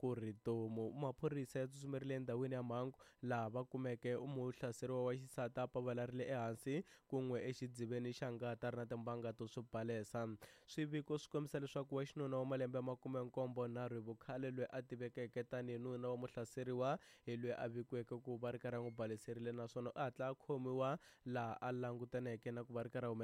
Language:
Tsonga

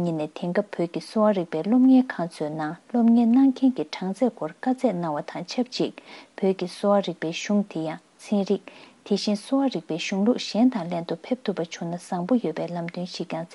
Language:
Tibetan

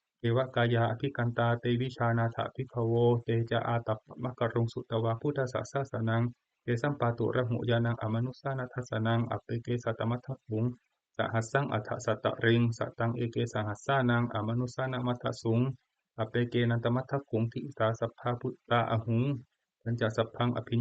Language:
Pali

